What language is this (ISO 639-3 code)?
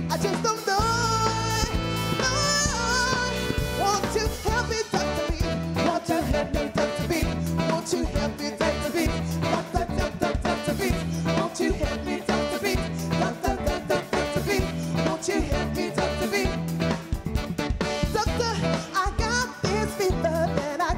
eng